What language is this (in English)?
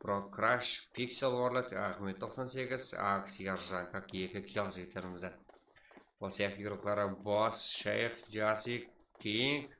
Kara-Kalpak